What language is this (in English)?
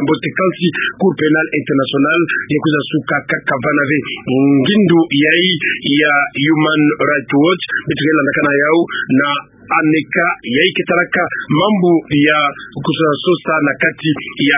Kituba (Democratic Republic of Congo)